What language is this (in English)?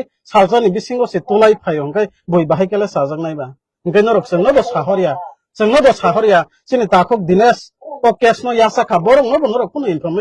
Kok Borok